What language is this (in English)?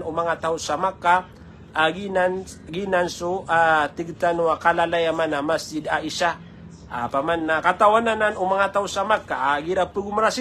Maranao